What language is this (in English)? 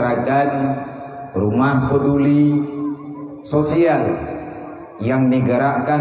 Achinese